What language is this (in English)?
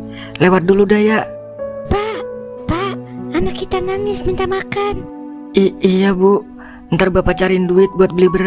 Betawi